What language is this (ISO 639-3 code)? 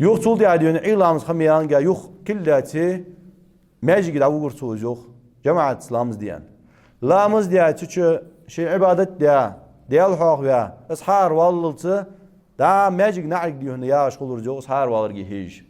inh